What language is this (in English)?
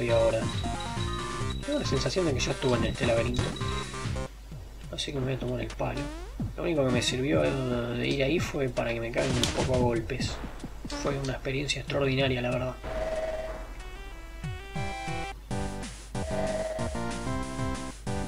Spanish